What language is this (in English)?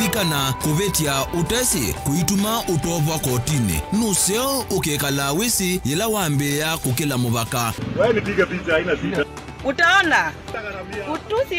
Kamba